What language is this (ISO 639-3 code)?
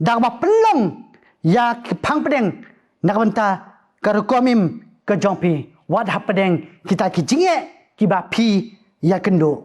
kha